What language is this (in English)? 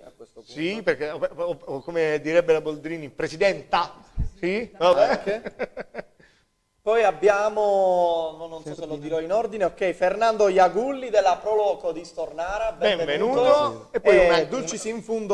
Italian